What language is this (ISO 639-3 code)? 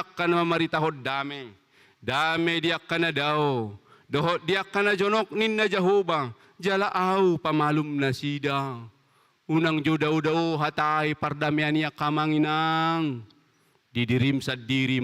bbc